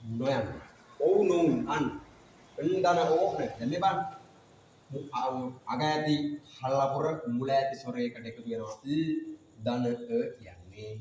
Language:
Sinhala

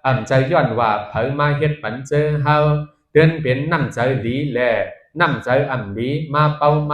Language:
Shan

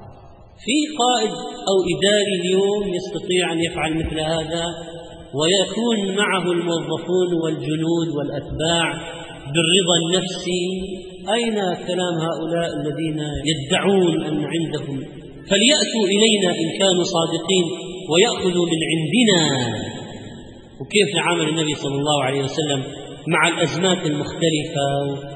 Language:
Arabic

